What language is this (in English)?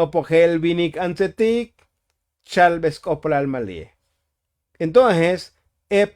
Tzotzil